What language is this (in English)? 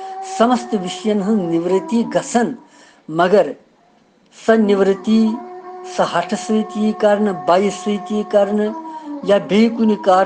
Kashmiri